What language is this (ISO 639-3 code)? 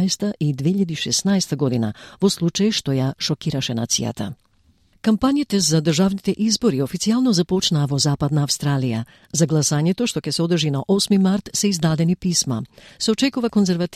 mkd